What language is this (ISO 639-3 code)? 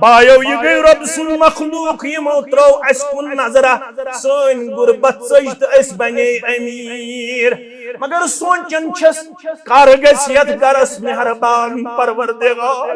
kas